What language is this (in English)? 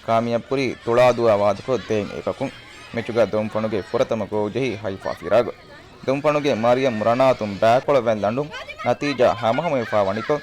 Divehi